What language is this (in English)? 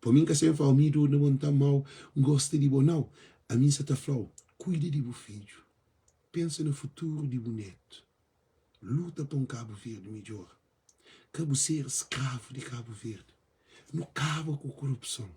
Kabuverdianu